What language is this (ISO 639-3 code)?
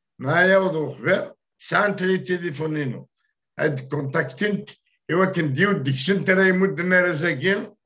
kab